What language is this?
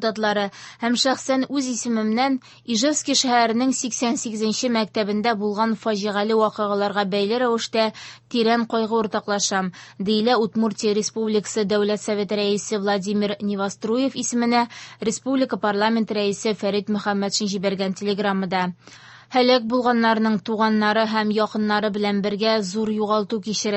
Tatar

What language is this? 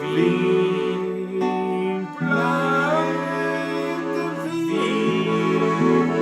Bavarian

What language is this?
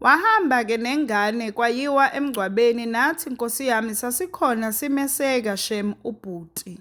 Zulu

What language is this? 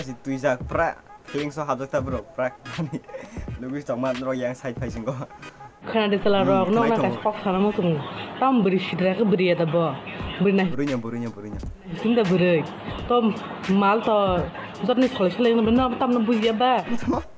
Kok Borok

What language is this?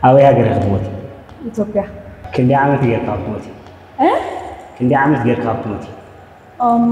Tigrinya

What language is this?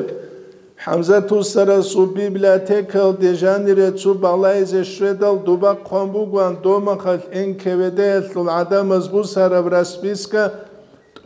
Avaric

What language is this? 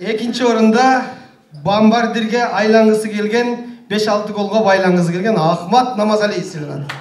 Kyrgyz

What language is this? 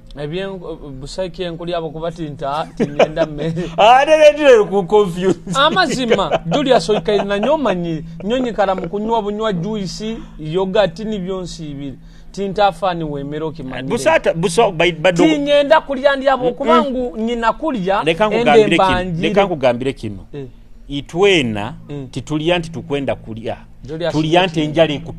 Nyoro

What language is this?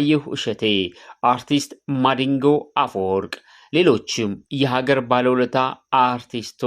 Amharic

